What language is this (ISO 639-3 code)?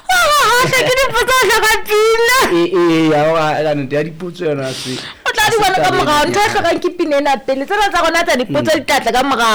sot